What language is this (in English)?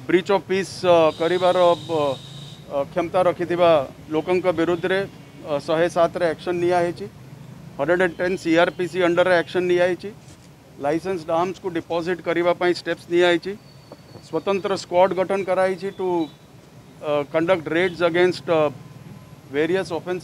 Odia